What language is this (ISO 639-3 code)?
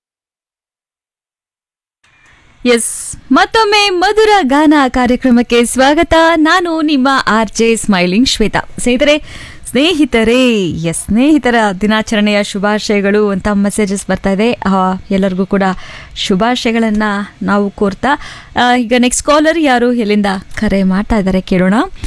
kan